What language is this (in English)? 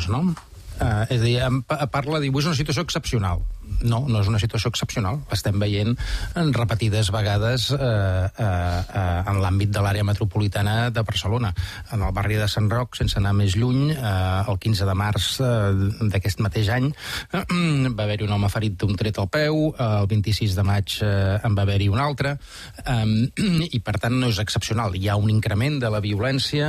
Catalan